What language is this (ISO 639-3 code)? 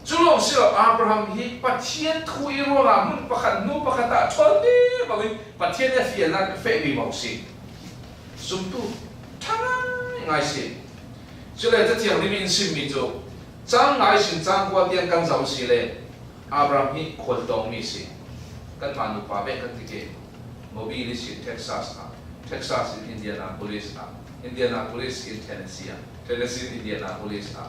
cfm